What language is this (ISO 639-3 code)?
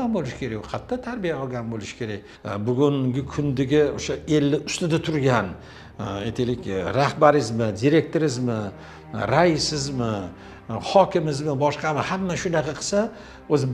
uzb